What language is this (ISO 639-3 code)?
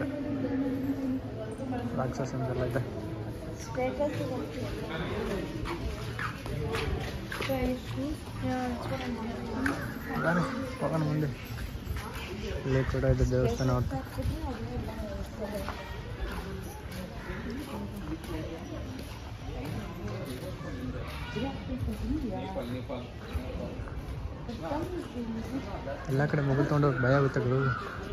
kan